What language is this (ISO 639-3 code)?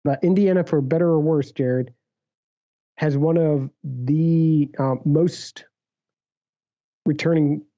eng